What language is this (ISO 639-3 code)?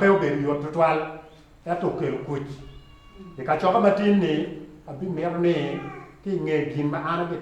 ach